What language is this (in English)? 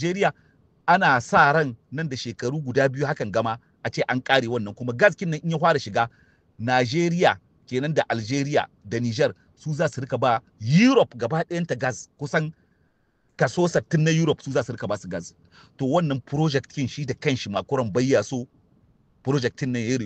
Hausa